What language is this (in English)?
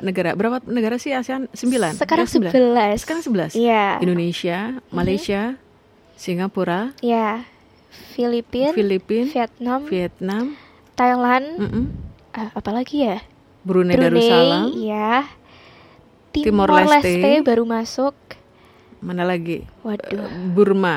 Indonesian